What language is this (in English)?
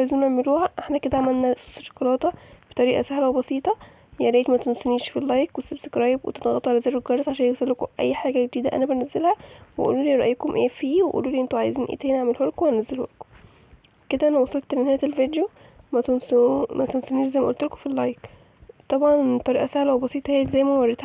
Egyptian Arabic